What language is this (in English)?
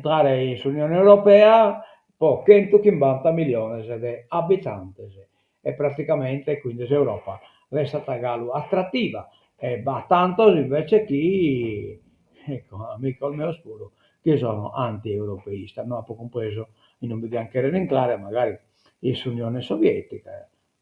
Sardinian